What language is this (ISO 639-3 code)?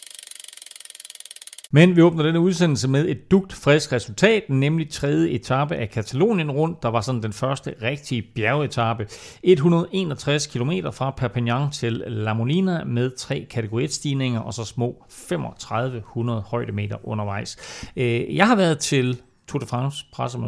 dan